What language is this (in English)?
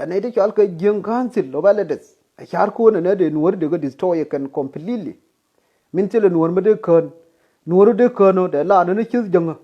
Nuer